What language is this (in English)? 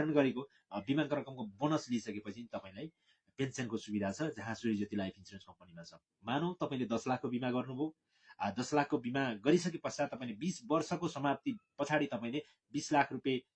Nepali